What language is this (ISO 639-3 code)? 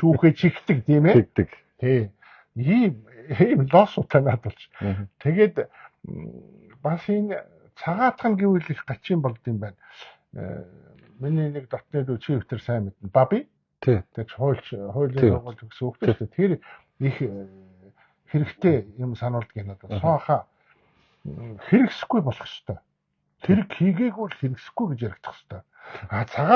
mon